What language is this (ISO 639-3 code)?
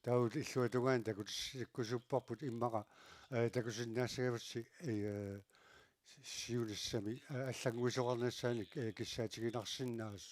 kal